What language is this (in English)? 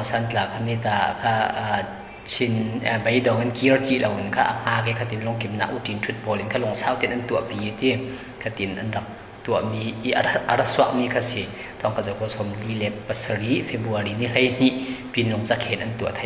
Falam Chin